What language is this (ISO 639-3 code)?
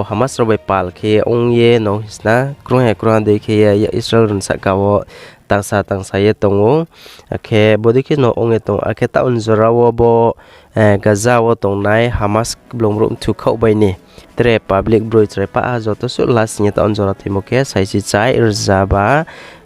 ria